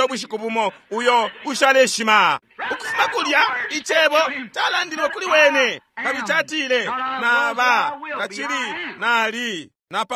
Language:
Bemba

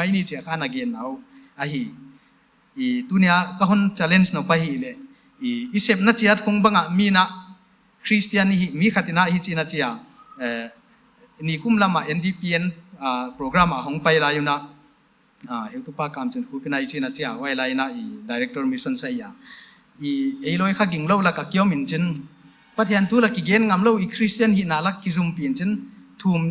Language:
Paite Chin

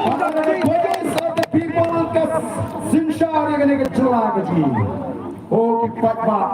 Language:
Khasi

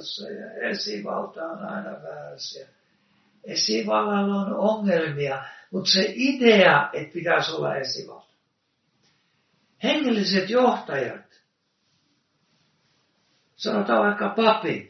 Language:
Finnish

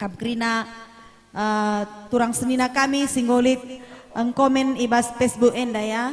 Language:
Batak Karo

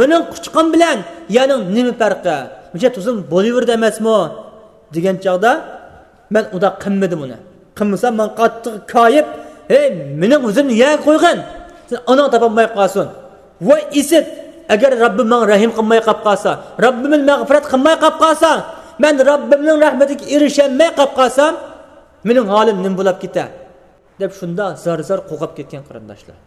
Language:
Uyghur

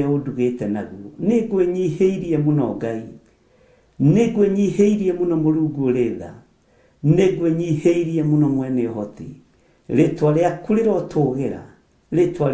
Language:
Kikuyu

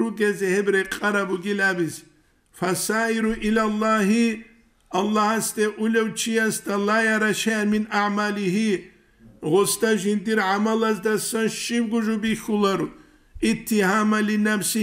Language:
Avaric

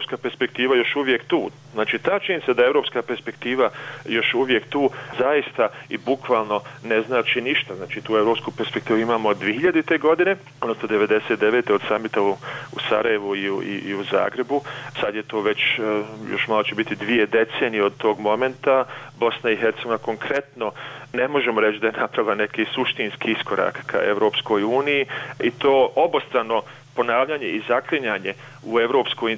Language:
Bosnian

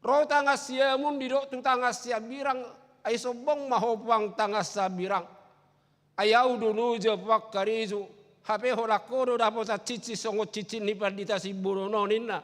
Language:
Batak Toba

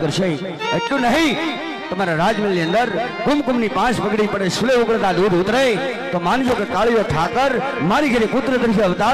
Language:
Gujarati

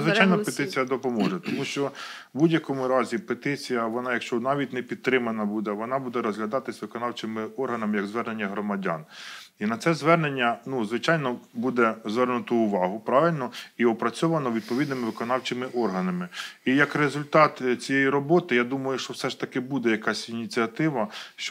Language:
Ukrainian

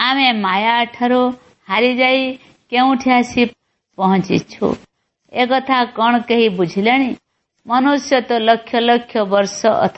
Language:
Odia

